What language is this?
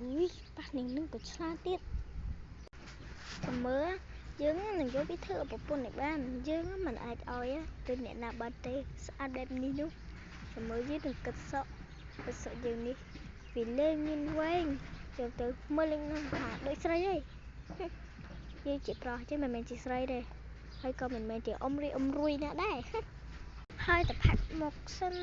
Khmer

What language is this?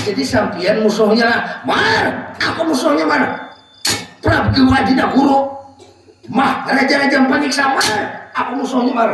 Banjar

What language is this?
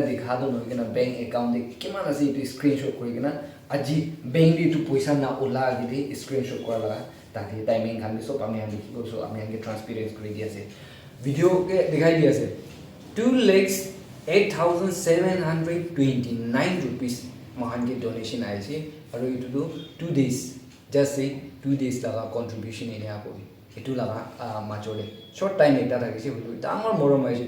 Naga Pidgin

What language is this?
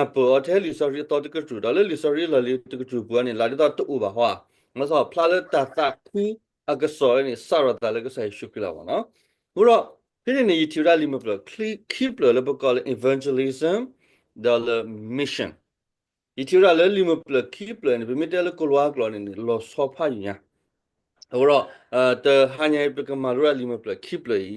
S'gaw Karen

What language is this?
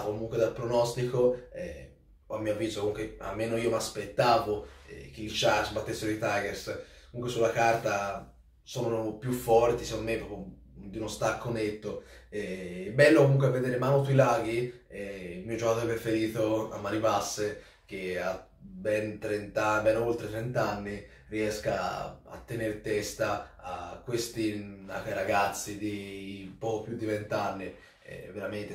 Italian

